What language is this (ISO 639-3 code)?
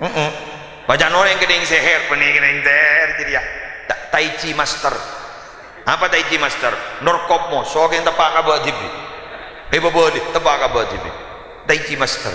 mad